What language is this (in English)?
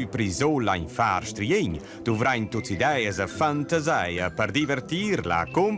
Romansh